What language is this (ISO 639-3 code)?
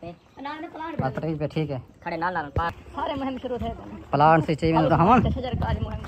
skr